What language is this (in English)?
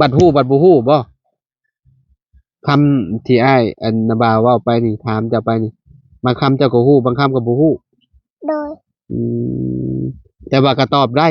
Lao